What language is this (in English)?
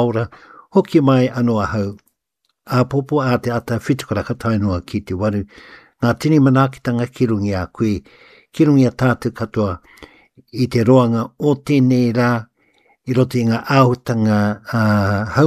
Māori